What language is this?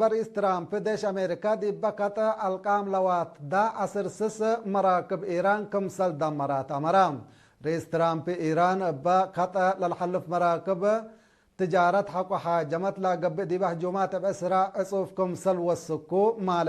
Tigre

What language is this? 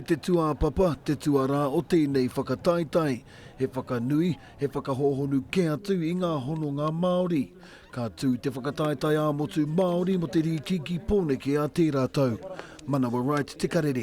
Māori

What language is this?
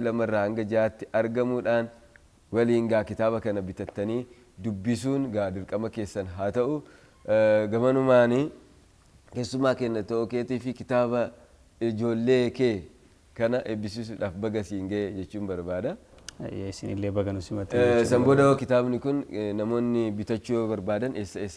Oromo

